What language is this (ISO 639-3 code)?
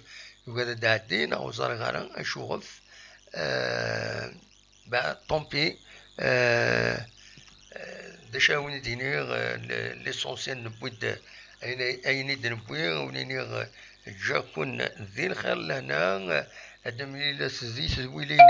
kab